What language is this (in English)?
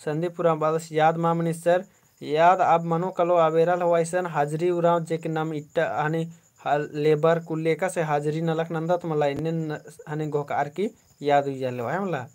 Kurukh